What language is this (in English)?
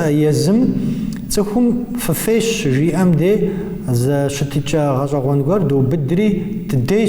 Kabardian